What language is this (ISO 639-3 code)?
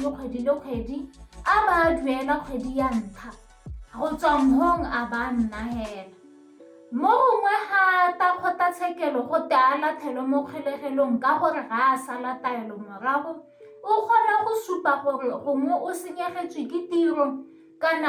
tsn